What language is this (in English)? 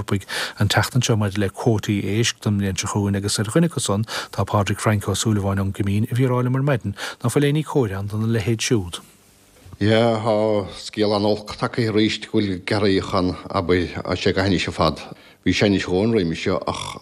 Irish